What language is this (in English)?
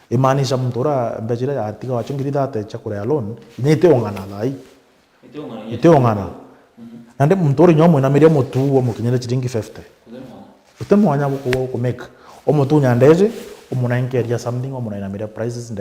Meru